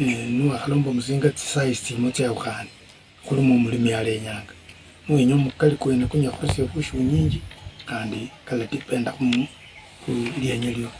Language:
Luyia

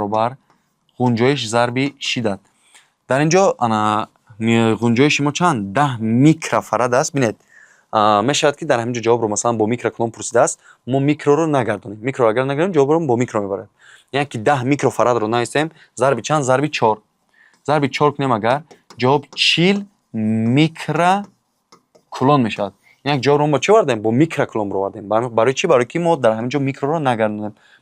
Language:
Tajik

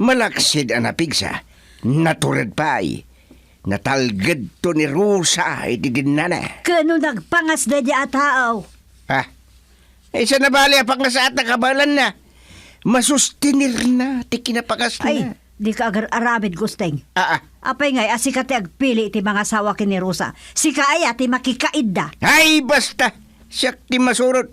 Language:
Iloko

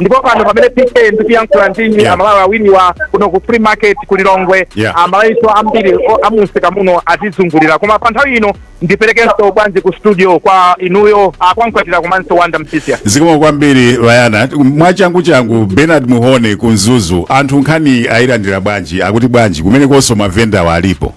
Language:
Nyanja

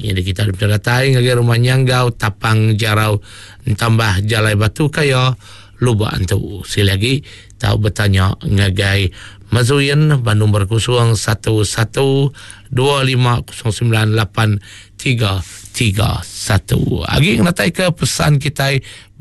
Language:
Iban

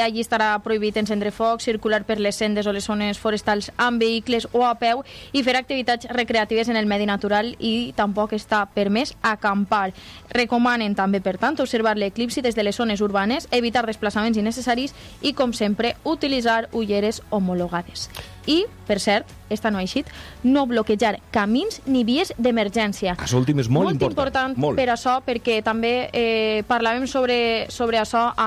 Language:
Catalan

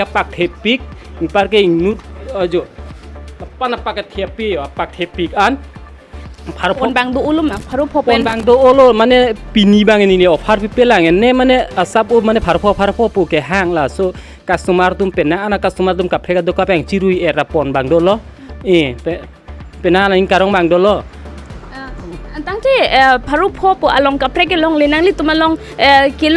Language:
Karbi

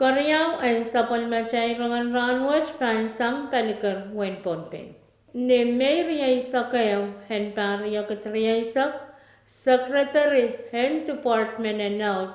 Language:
Pohnpeian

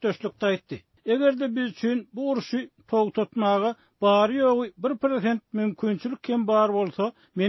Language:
Turkmen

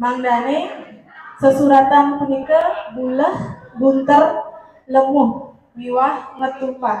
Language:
Balinese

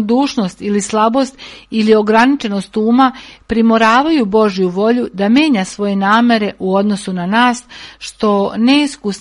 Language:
Serbian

